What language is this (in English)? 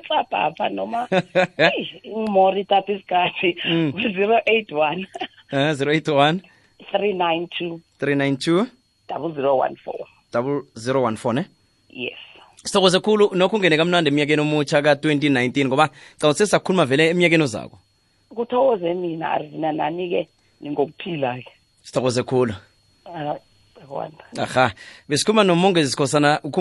South Ndebele